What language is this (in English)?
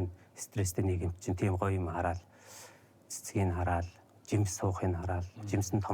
Mongolian